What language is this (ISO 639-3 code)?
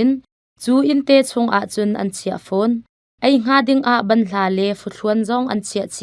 cnh